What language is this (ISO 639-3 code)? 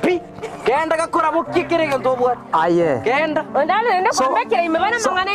guz